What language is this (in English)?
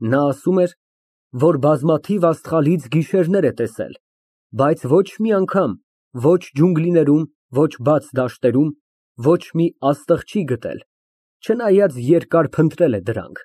Armenian